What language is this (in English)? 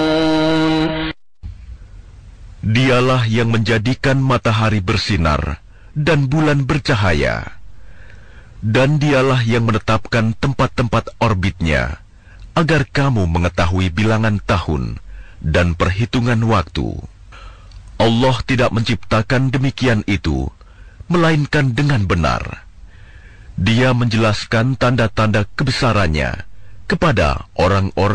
Indonesian